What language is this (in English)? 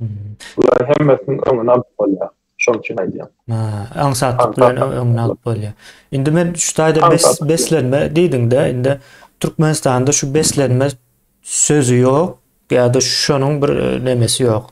Turkmen